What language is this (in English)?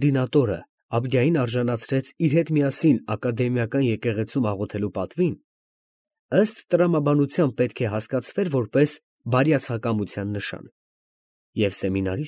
Armenian